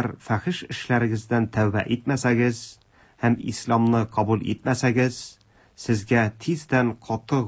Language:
Tatar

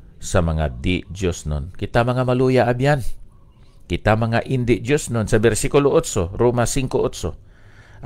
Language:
Hiligaynon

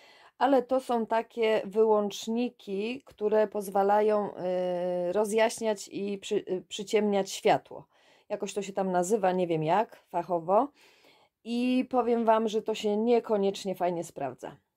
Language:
Polish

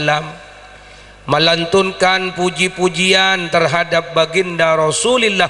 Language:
Madurese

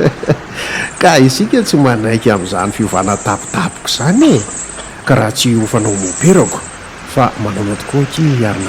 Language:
Malagasy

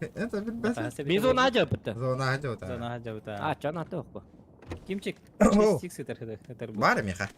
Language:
Yakut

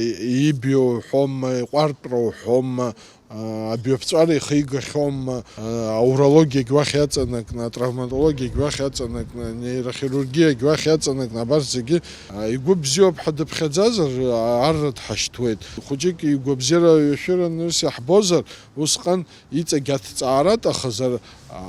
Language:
Abkhazian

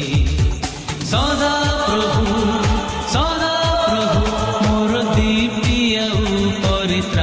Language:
Odia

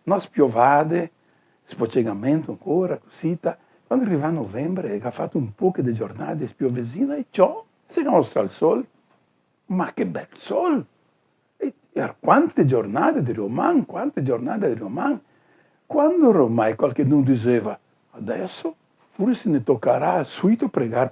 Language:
Venetian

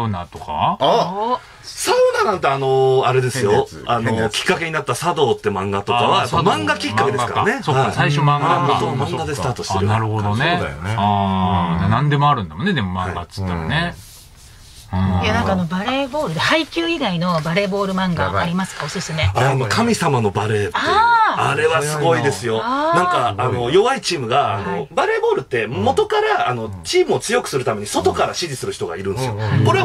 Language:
Japanese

